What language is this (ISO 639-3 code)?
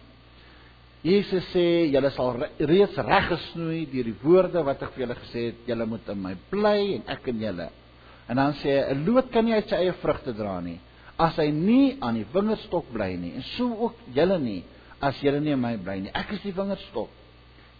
afr